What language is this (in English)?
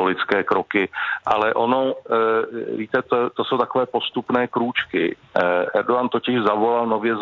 Czech